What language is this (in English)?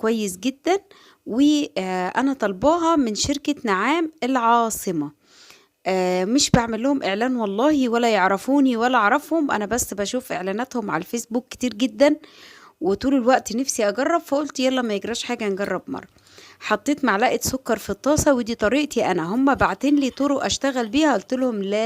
Egyptian Arabic